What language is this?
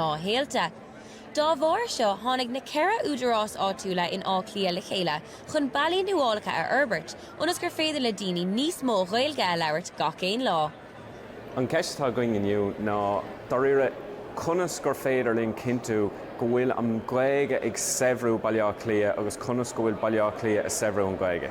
Irish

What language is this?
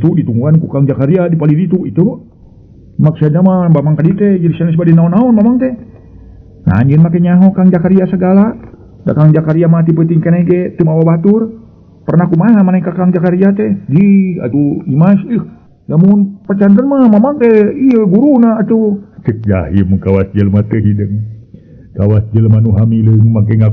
Sundanese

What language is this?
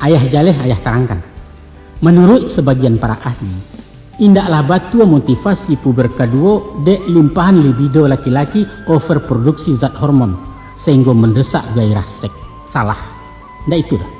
Minangkabau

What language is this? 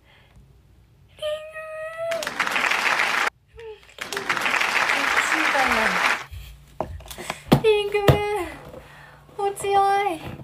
Japanese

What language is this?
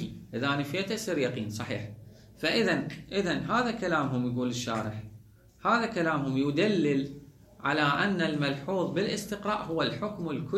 Mesopotamian Arabic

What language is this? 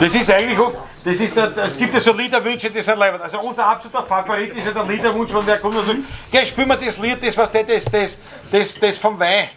Bavarian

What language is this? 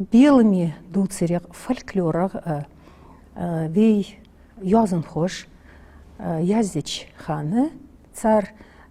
Ingush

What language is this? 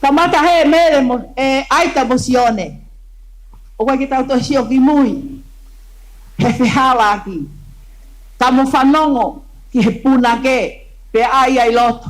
Tongan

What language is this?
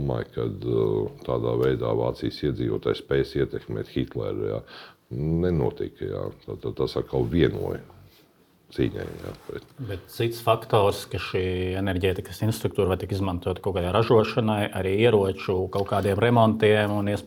Latvian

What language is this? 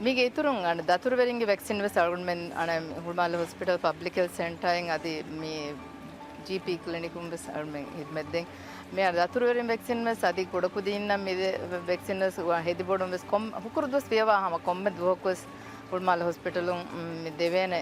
Divehi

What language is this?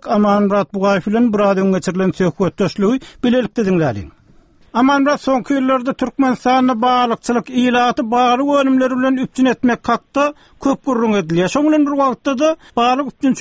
Turkmen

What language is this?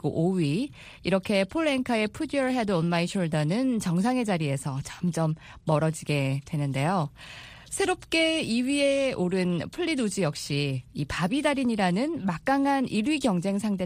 Korean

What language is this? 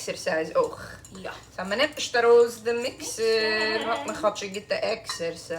Yiddish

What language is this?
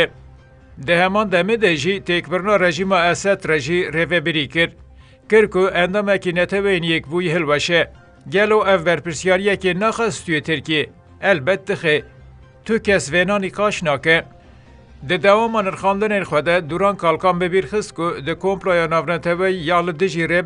Kurdish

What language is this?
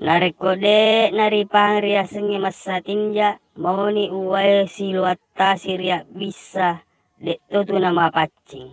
Buginese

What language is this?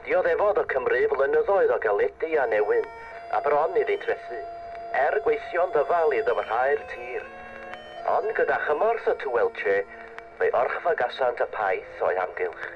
Welsh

